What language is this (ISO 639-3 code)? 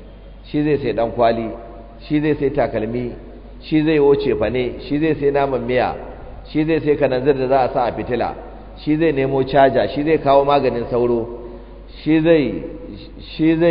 hau